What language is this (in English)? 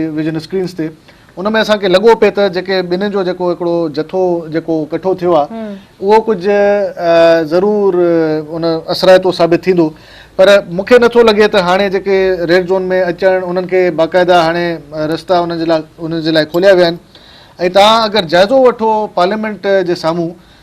Sindhi